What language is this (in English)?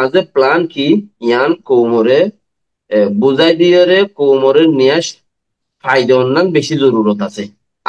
Rohingya